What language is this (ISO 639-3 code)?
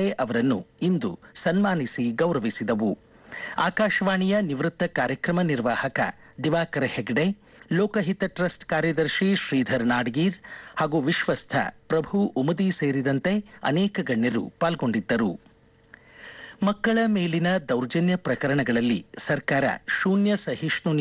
kan